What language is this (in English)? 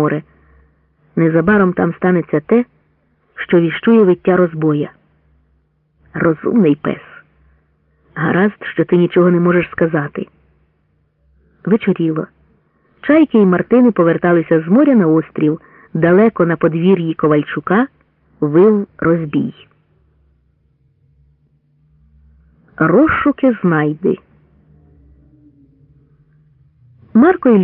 Ukrainian